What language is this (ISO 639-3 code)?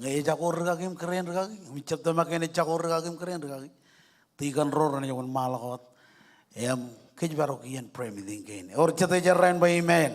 mah